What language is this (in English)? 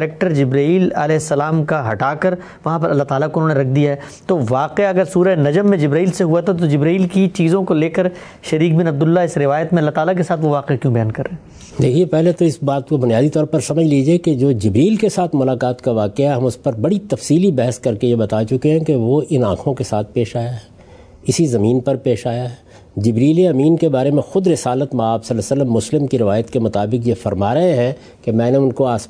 Urdu